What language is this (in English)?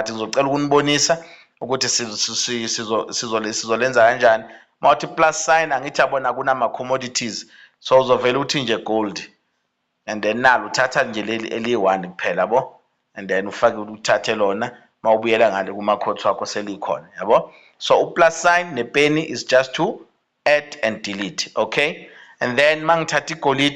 Zulu